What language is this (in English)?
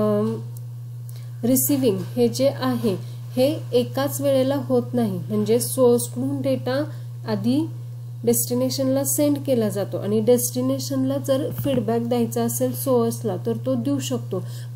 Marathi